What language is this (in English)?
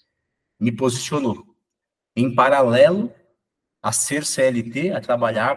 Portuguese